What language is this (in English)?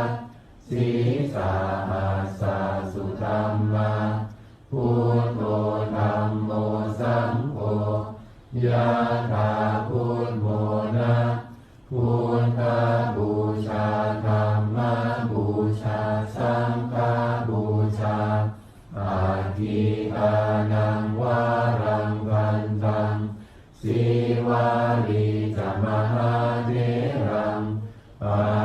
Pali